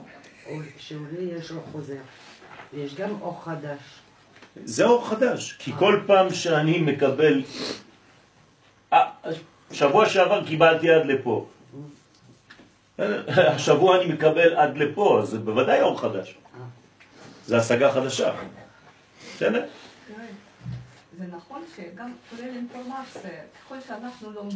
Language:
Hebrew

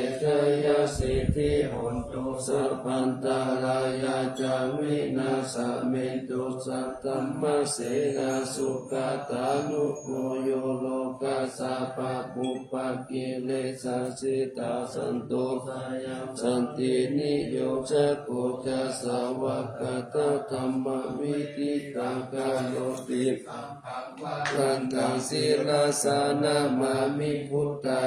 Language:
Pali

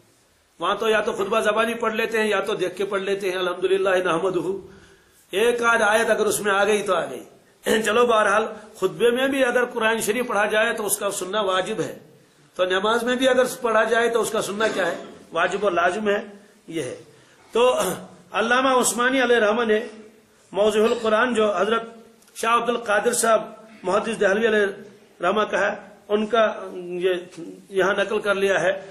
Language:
Urdu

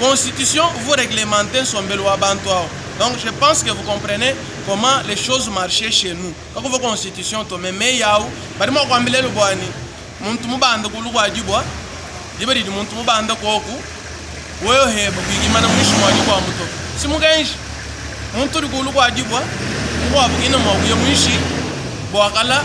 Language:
Luba-Lulua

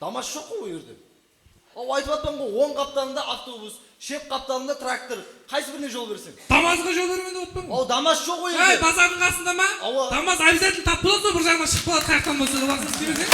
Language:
Kara-Kalpak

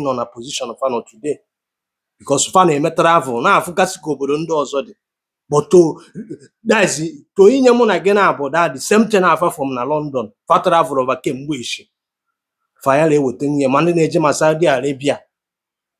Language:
Igbo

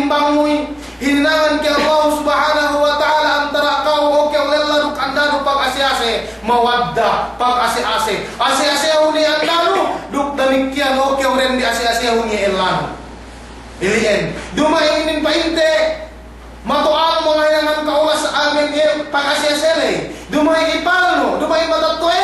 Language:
Yakan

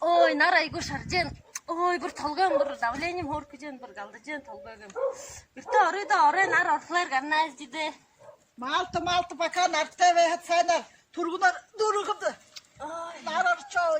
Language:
Buriat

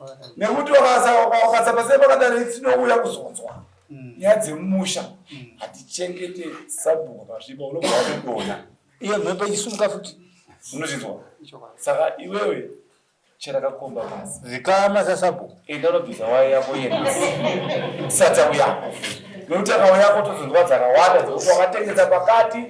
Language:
Shona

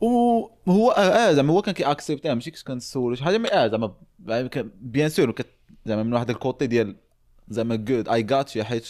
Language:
Moroccan Arabic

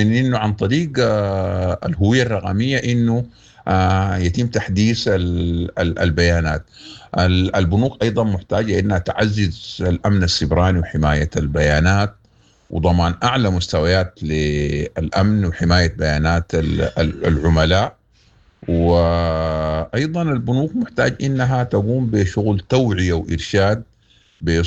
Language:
Sudanese Arabic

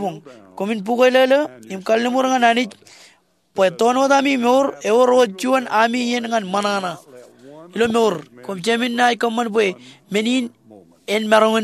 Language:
Marshallese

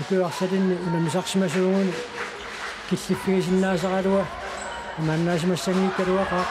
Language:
Kalaallisut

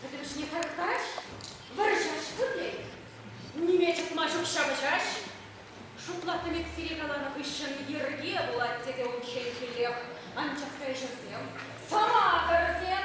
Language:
Chuvash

